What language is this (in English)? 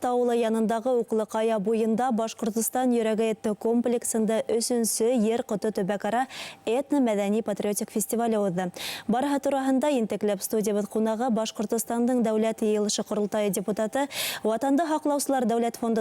Bashkir